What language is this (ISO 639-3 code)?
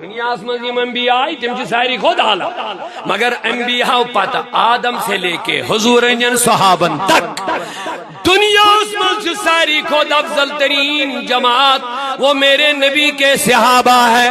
kas